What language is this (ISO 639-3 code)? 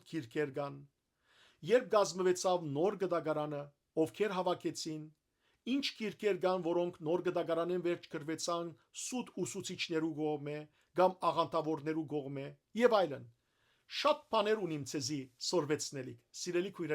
hyw